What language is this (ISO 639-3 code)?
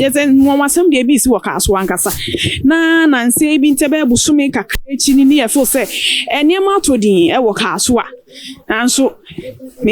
aka